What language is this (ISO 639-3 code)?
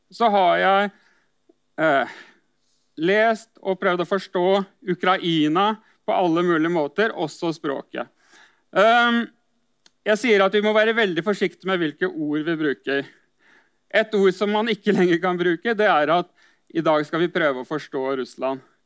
nor